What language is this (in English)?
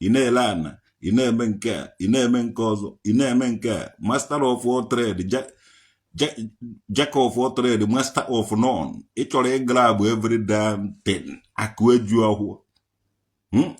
Igbo